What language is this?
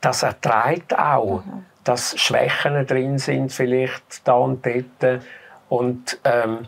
Swiss German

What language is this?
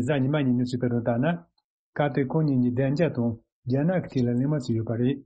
Tibetan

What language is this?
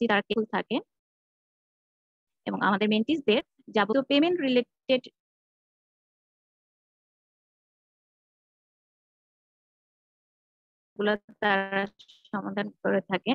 Bangla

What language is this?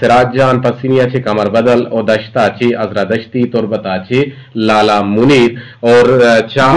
Eastern Balochi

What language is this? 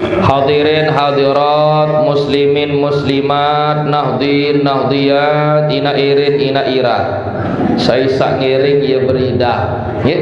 Sasak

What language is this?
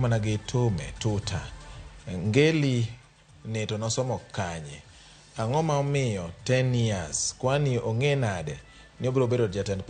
Luo (Kenya and Tanzania)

